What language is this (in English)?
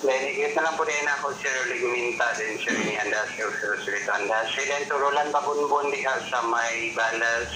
Cebuano